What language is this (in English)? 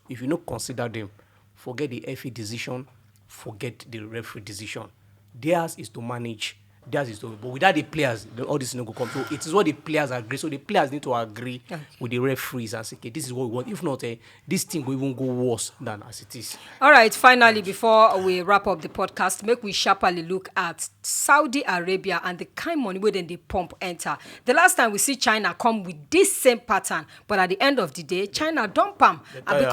Nigerian Pidgin